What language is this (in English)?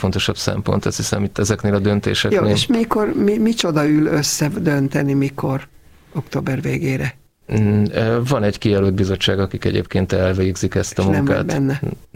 Hungarian